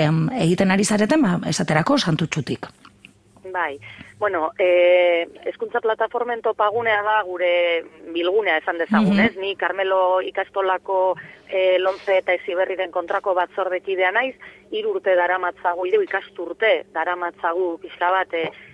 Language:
Basque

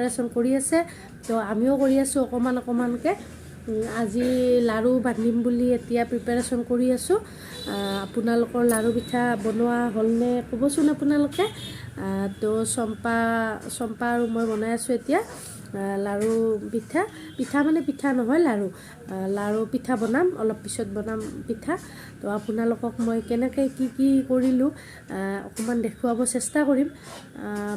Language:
Assamese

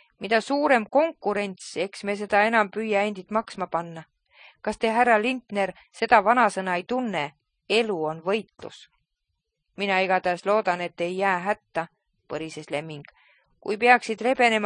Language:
Estonian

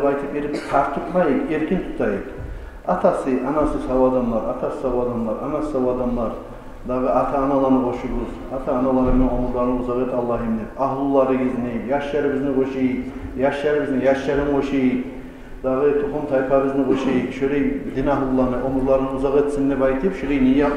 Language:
Kumyk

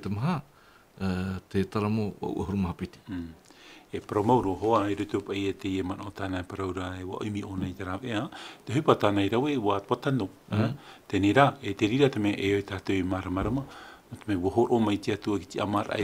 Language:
Tahitian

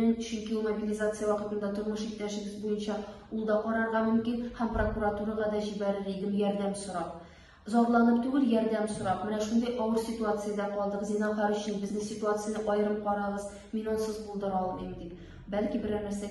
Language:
Tatar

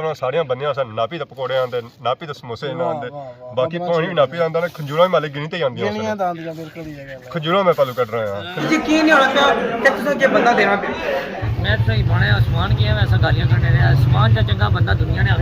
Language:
Pahari-Potwari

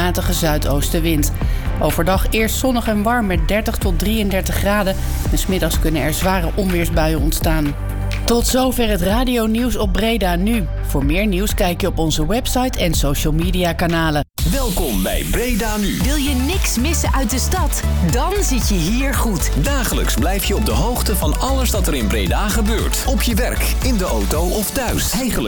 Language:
Dutch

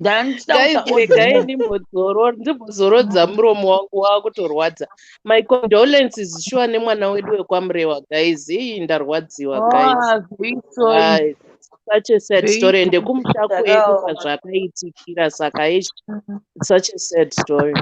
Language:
Shona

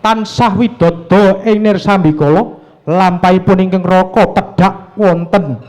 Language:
Javanese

